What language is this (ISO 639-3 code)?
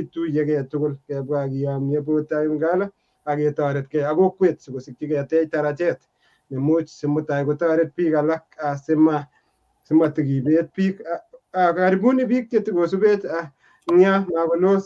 kln